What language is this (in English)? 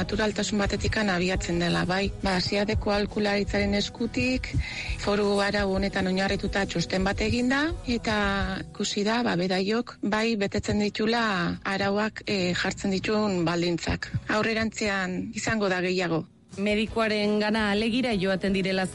Basque